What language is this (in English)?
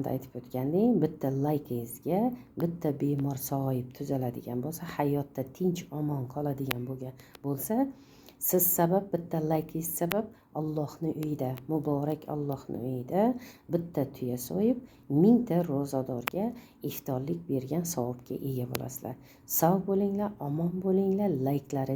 Uzbek